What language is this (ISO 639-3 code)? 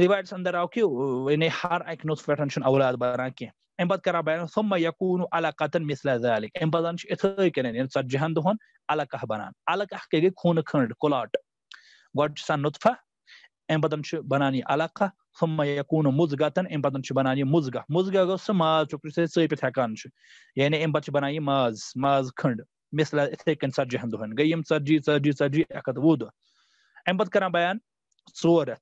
kas